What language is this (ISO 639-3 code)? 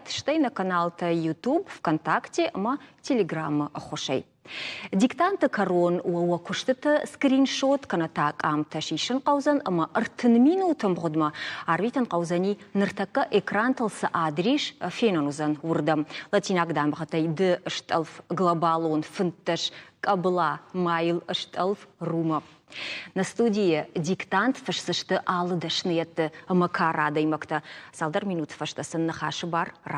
oss